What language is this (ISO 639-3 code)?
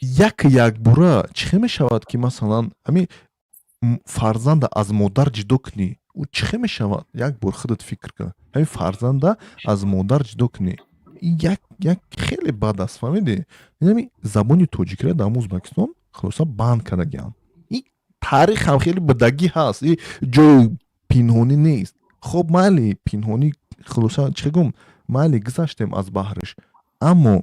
tgk